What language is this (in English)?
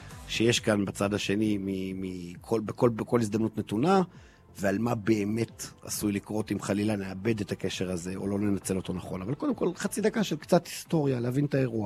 Hebrew